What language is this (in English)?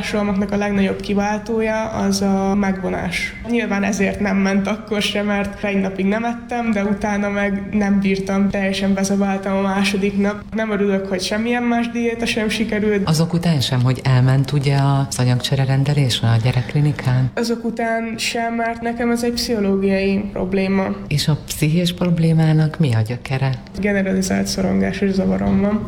Hungarian